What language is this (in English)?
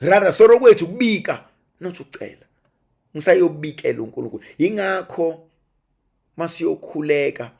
Zulu